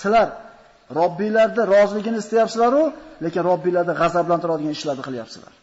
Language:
Uzbek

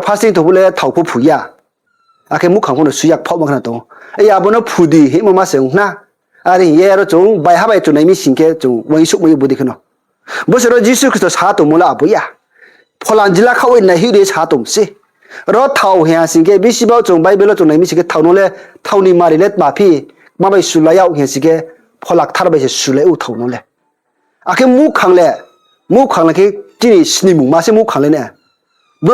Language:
Riang (India)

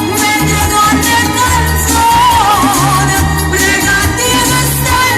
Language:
Neapolitan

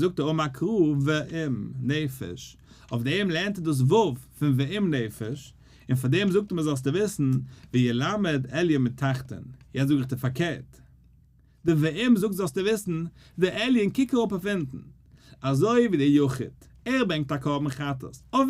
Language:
Yiddish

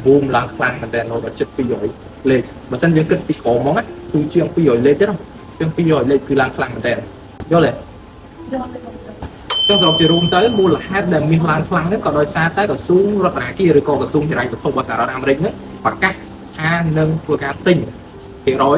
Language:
Khmer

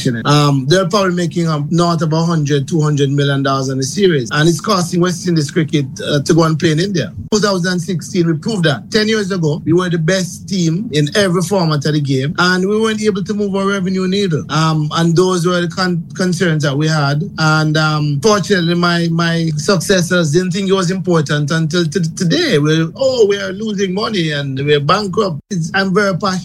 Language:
English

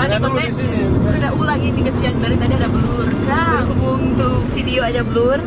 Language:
Manado Malay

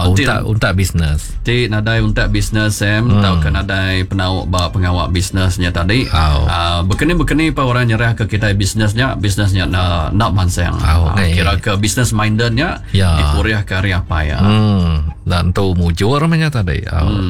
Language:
Iban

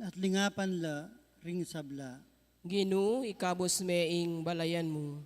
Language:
Pampanga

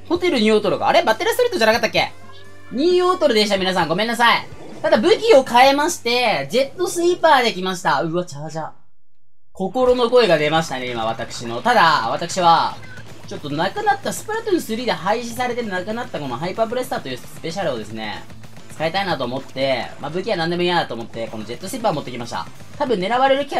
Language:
Japanese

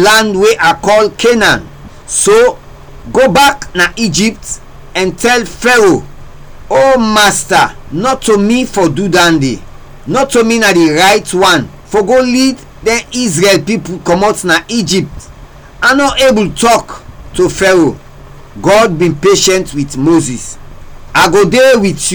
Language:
Krio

